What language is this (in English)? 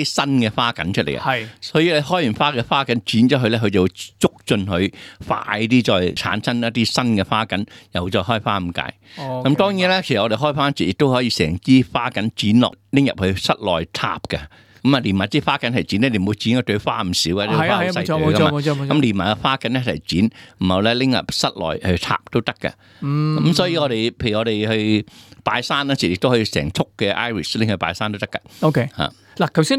Cantonese